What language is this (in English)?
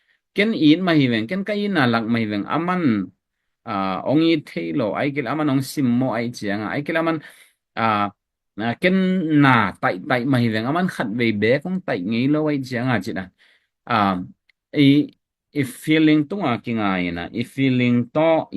Tedim Chin